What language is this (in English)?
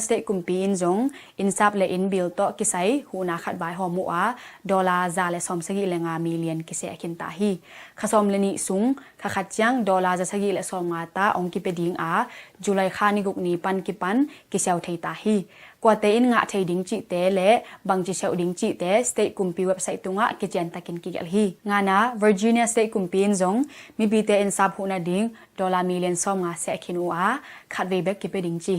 Tedim Chin